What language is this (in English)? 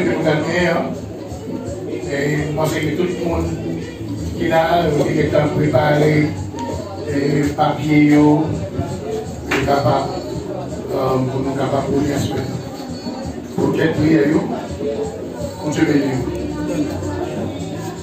French